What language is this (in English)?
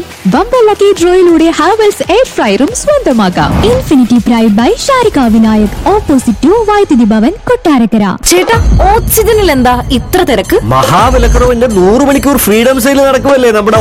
Malayalam